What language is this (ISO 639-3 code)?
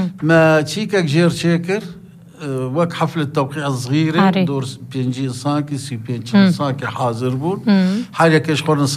apc